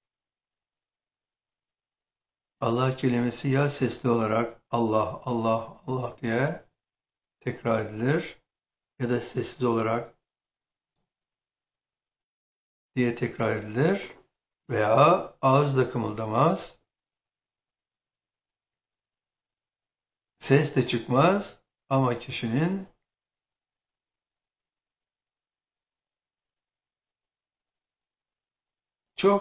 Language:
Turkish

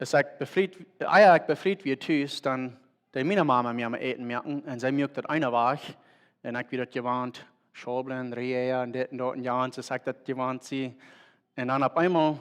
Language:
Plautdietsch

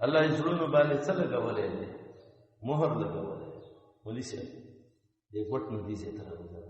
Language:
Pashto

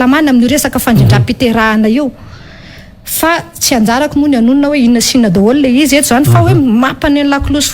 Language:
Malagasy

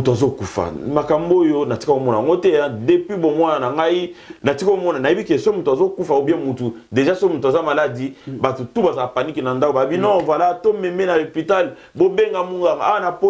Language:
Lingala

